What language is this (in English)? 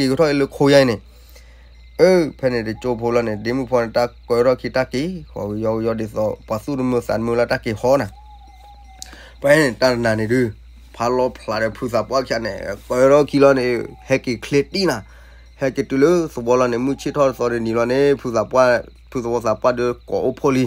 S'gaw Karen